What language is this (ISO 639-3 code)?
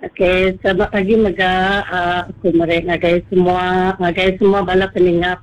iba